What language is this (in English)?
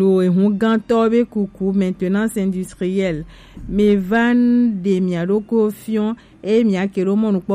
Gen